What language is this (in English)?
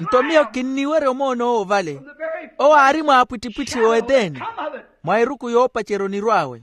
Makhuwa